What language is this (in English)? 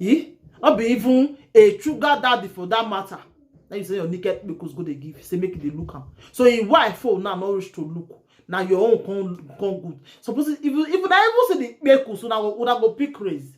Nigerian Pidgin